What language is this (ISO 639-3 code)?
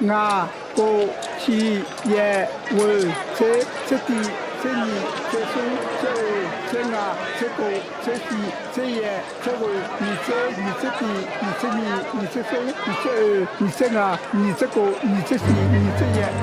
ahk